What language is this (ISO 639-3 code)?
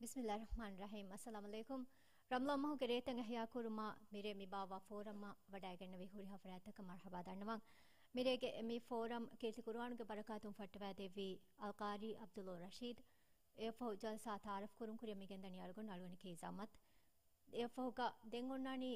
div